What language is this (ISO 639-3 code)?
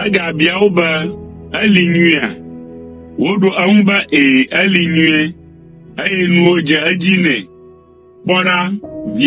ewe